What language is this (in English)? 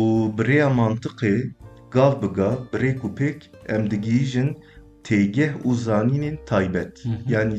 Kurdish